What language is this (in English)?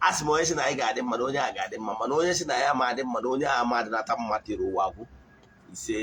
Igbo